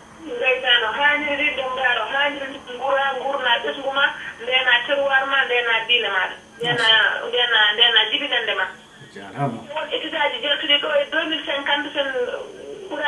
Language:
Fula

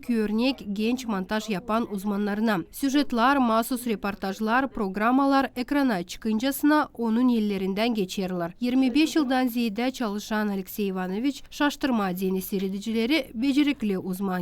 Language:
Gagauz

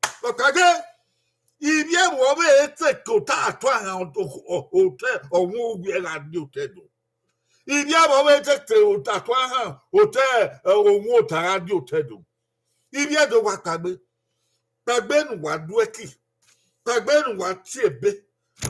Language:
Bini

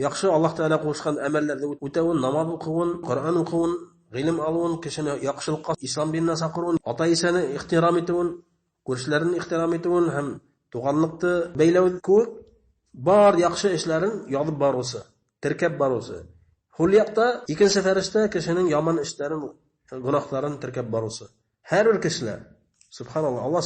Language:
Bashkir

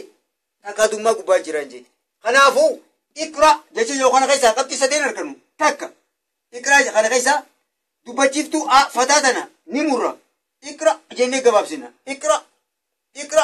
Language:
Oromo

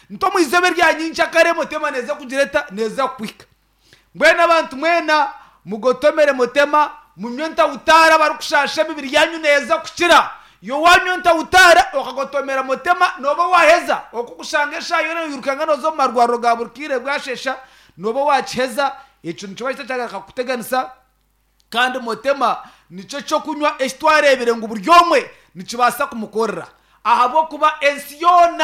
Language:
Nyankole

